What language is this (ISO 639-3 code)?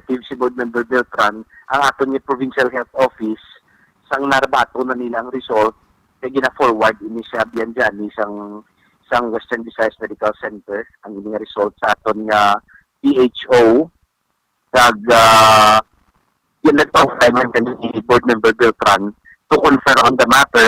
hil